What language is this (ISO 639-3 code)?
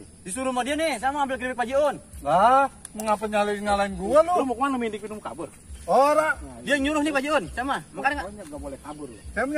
bew